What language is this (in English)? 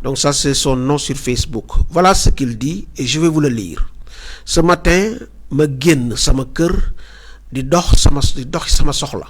Wolof